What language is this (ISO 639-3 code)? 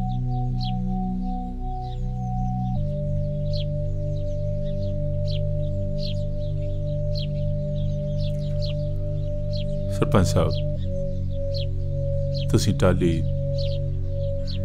pan